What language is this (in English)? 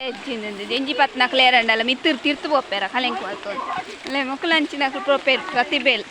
Tulu